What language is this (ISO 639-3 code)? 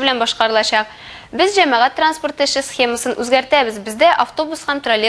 tat